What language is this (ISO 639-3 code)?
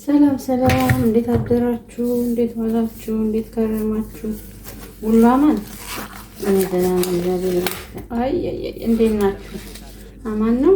amh